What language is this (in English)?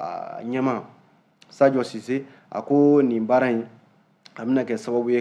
Bambara